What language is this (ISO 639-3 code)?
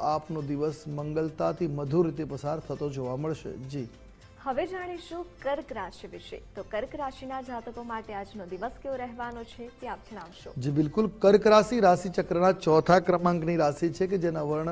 guj